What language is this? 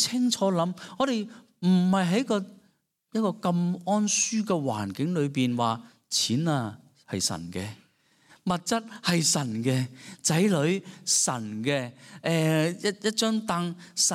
Cantonese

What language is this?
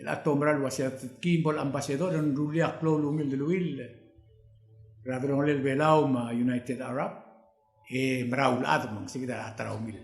Palauan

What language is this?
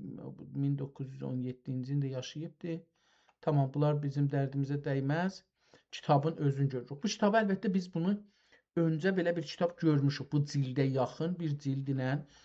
South Azerbaijani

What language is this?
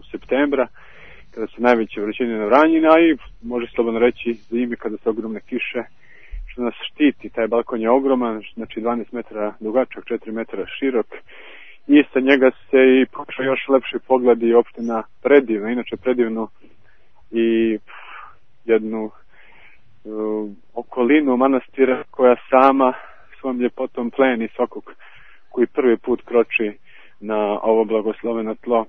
Serbian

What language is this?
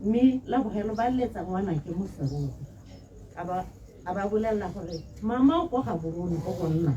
Tswana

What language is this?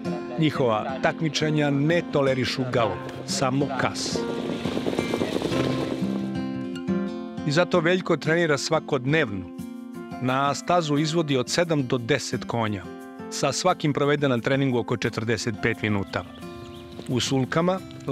Serbian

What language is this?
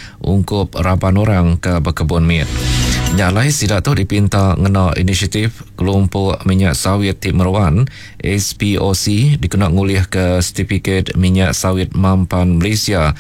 Iban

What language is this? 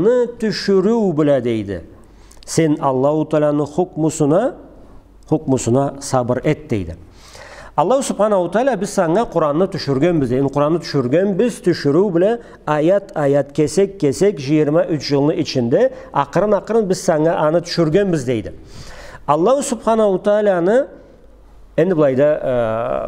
Karachay-Balkar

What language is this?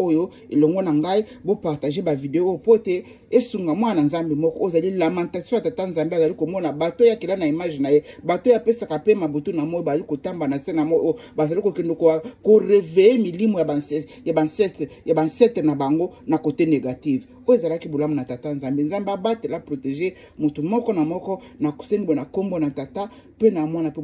Lingala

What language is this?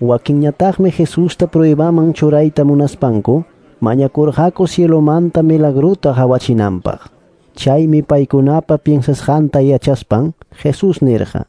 Ayacucho Quechua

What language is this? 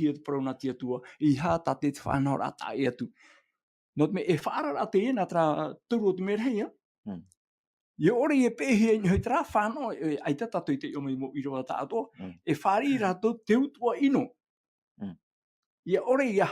Tahitian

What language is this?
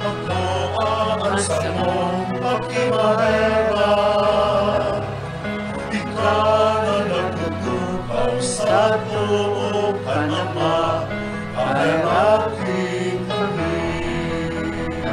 Bikol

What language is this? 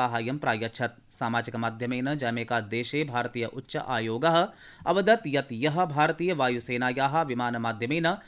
Sanskrit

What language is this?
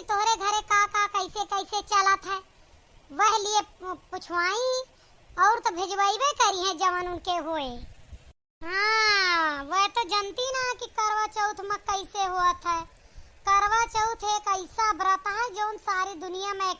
Awadhi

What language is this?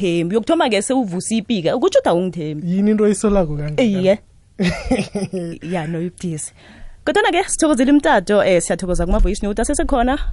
South Ndebele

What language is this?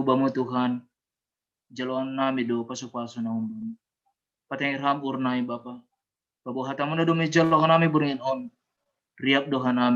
Batak Simalungun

